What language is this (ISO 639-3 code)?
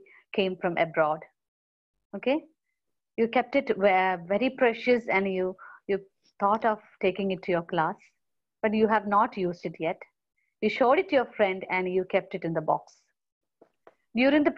eng